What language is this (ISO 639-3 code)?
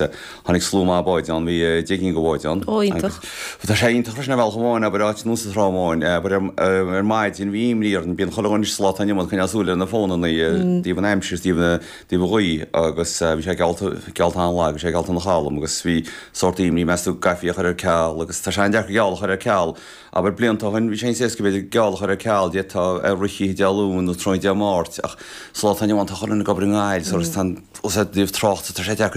gle